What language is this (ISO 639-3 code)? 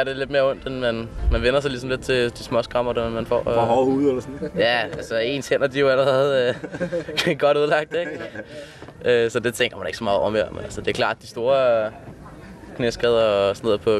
dan